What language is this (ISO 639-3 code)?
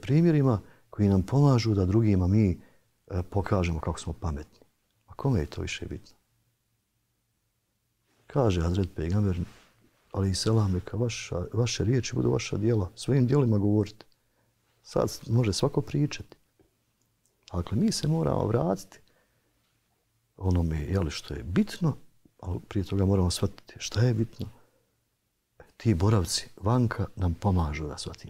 bos